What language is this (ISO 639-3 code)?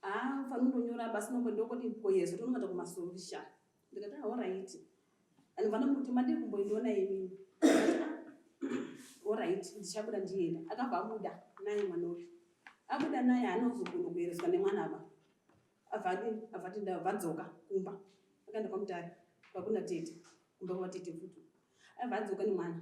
sna